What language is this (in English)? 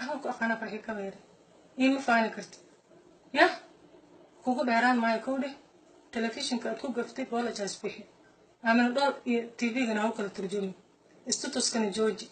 Somali